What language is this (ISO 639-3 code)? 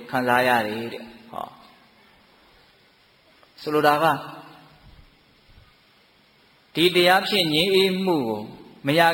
mya